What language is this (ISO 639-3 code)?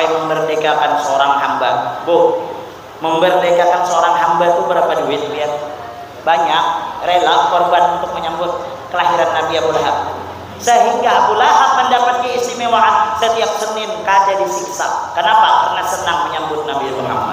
bjn